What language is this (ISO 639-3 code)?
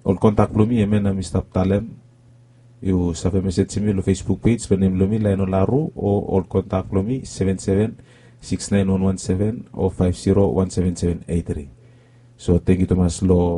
bis